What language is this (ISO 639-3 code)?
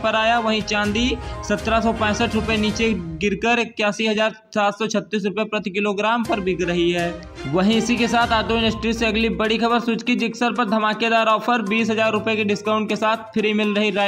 hin